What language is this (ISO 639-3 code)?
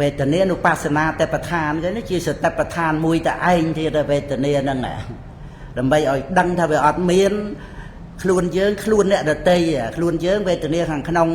khm